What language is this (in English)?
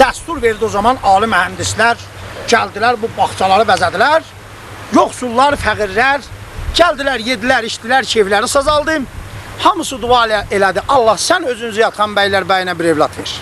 South Azerbaijani